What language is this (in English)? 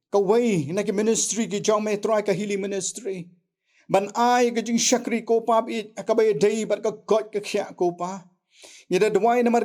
Khasi